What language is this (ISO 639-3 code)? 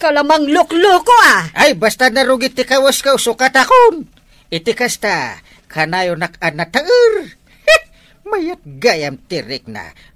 ilo